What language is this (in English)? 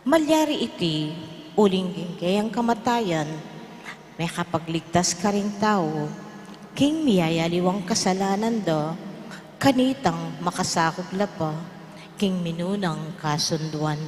Pampanga